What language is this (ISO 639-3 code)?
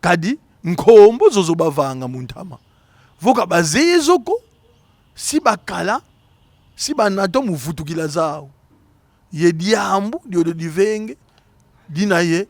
kon